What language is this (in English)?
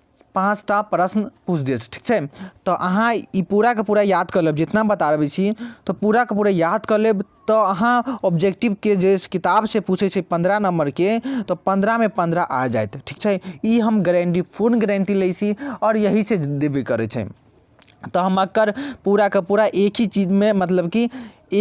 Maithili